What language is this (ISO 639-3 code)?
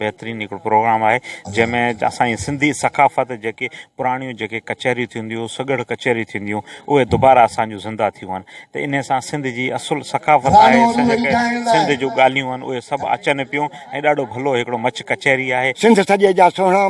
snd